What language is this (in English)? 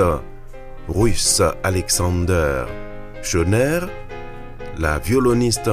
French